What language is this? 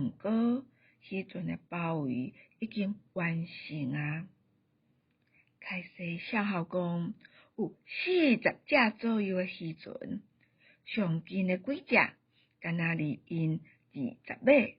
Min Nan Chinese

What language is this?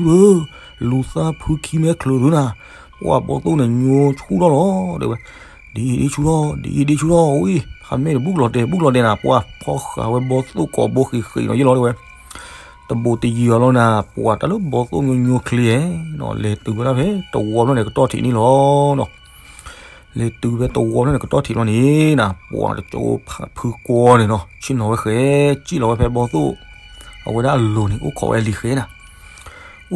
S'gaw Karen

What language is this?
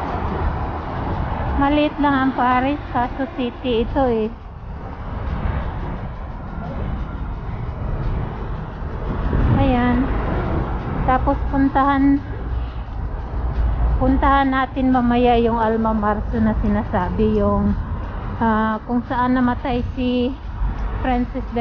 Filipino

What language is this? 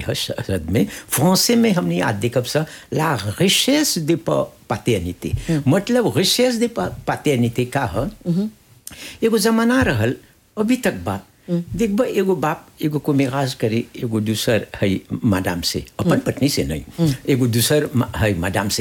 Bhojpuri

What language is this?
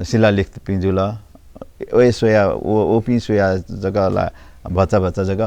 Newari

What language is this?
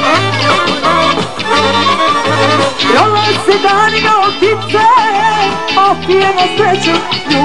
Serbian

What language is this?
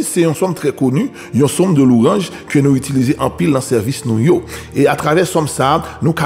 Haitian Creole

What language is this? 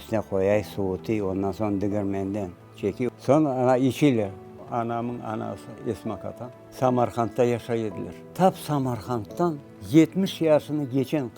Crimean Tatar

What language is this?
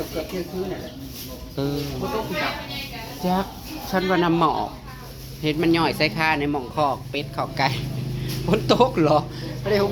Northeastern Thai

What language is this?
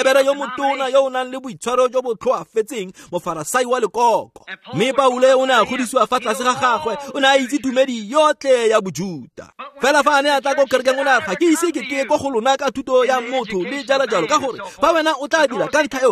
Tswana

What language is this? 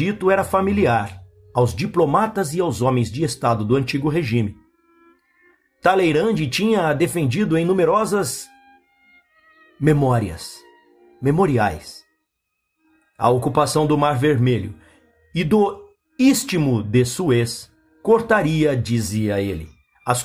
Portuguese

